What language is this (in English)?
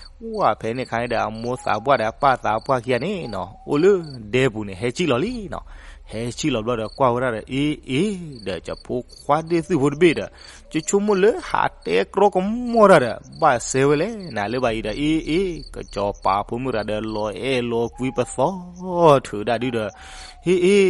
S'gaw Karen